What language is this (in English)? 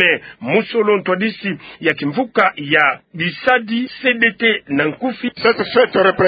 Kituba (Democratic Republic of Congo)